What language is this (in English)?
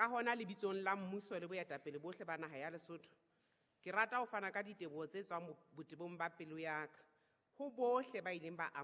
Southern Sotho